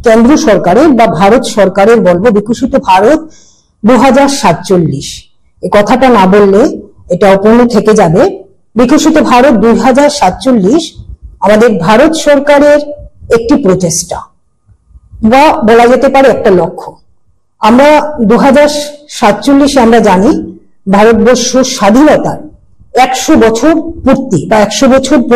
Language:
Bangla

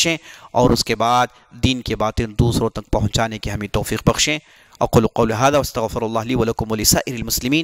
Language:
Urdu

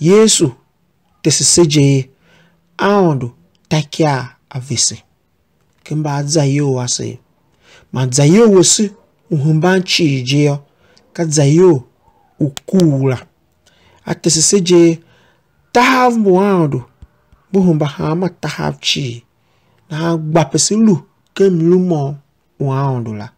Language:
Tiv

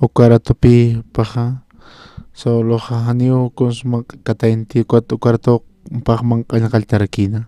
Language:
Aymara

